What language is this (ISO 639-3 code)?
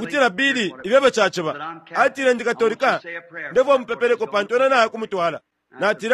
bem